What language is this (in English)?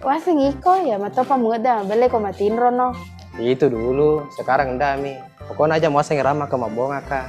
Buginese